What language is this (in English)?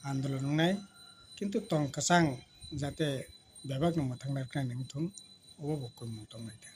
Kok Borok